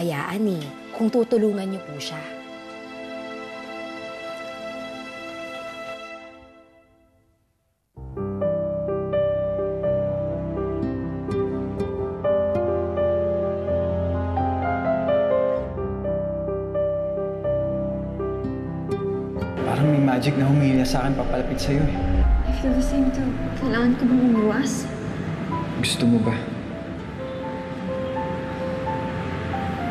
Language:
Filipino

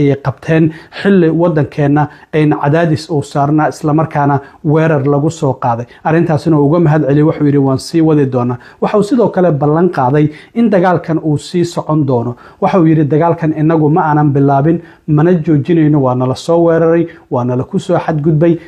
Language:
Somali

